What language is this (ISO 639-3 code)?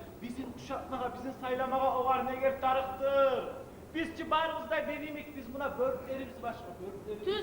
kum